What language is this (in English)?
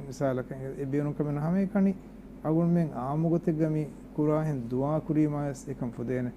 Divehi